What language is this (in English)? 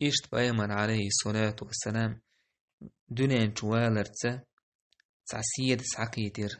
Chechen